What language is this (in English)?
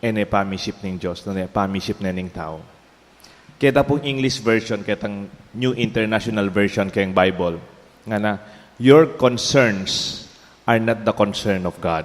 Pampanga